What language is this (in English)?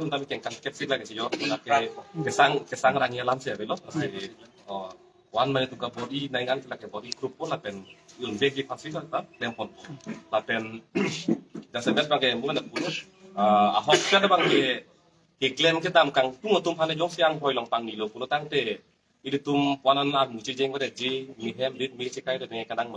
Karbi